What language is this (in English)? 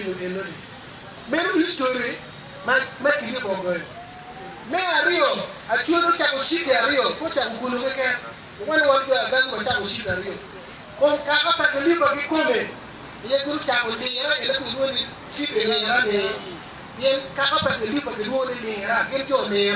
Acoli